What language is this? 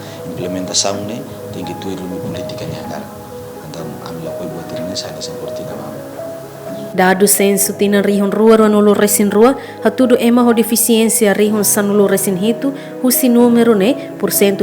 Tetum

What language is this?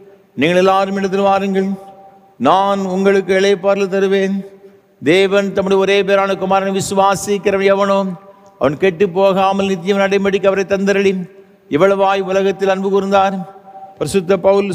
Tamil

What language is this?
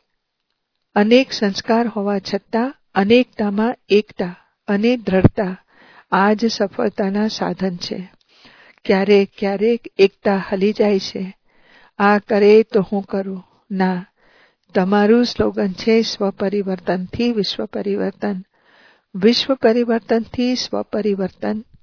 Gujarati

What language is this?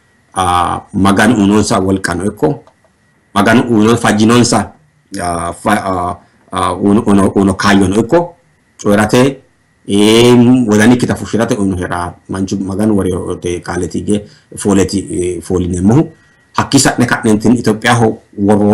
Sidamo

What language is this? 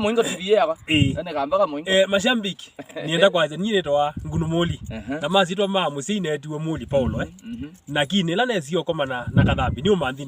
Kamba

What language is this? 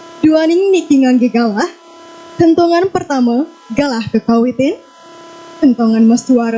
Balinese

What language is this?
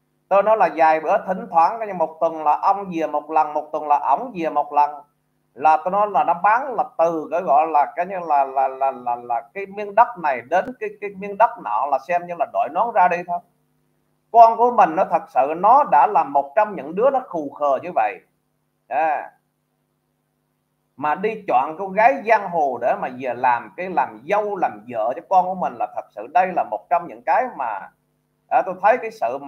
Vietnamese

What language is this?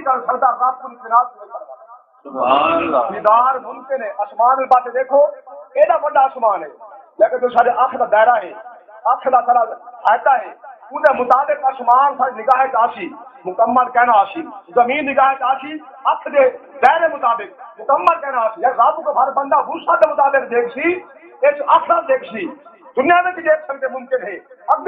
Saraiki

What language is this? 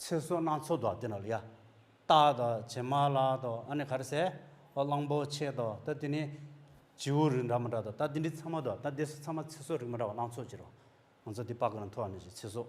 Tibetan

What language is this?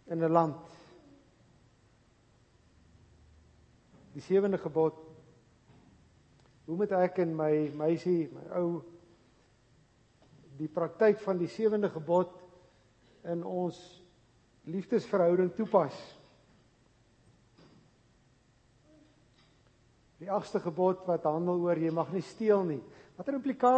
Afrikaans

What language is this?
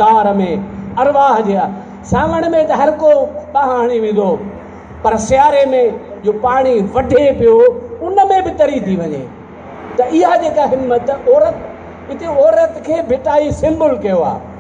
Sindhi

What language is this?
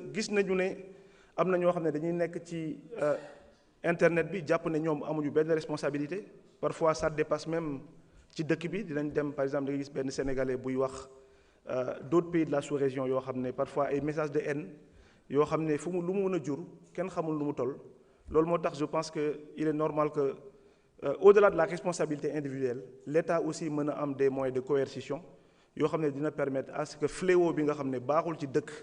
Wolof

